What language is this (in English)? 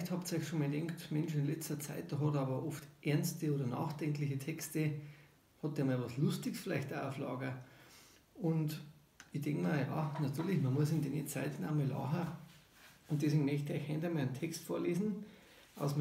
Bavarian